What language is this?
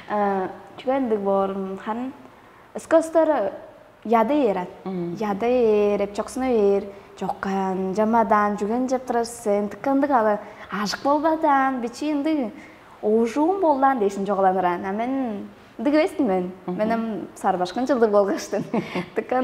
Tuvinian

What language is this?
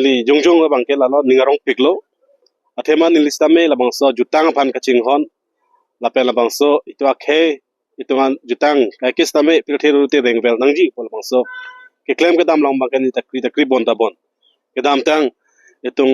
Karbi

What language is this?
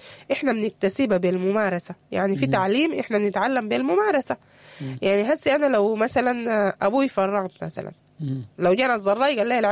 Sudanese Arabic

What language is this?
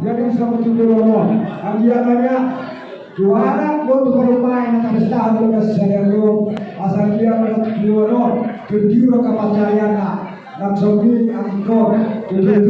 Batak Toba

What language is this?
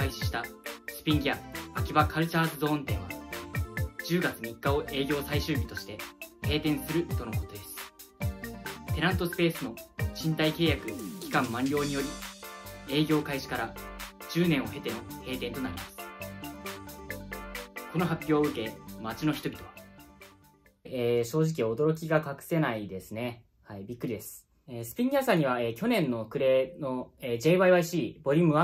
Japanese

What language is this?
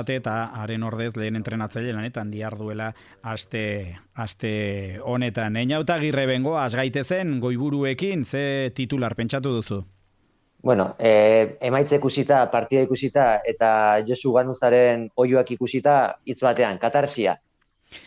Basque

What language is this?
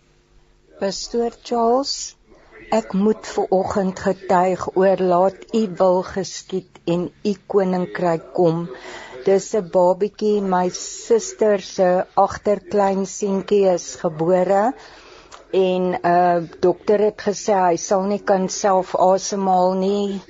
Afrikaans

